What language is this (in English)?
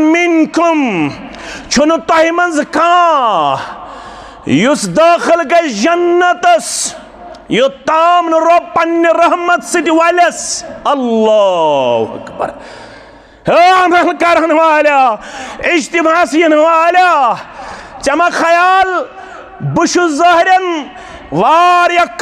Kashmiri